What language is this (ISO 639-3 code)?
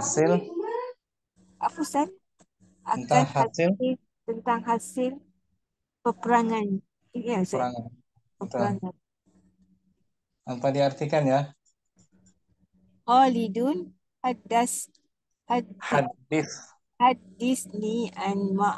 msa